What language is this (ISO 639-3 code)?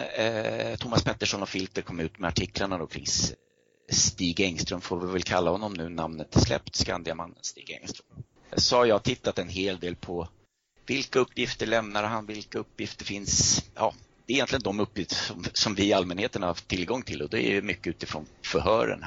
swe